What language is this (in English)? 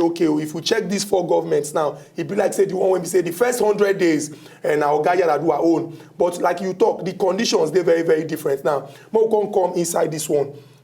Nigerian Pidgin